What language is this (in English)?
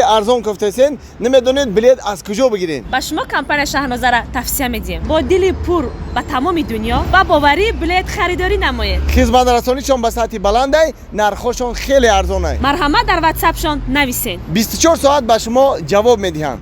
Tajik